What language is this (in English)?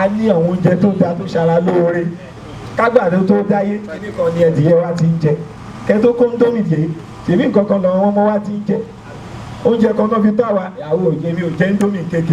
Yoruba